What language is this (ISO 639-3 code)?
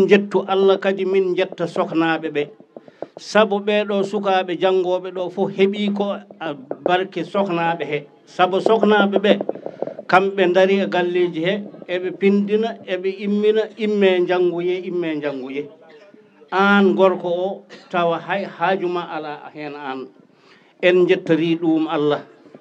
ful